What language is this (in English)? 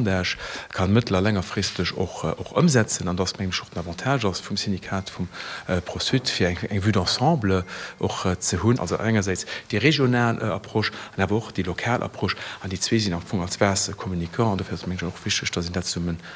Luxembourgish